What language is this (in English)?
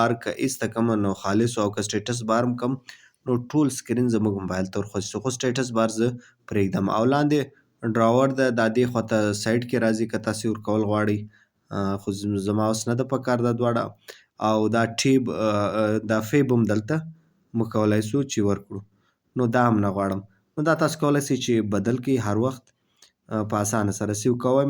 Pashto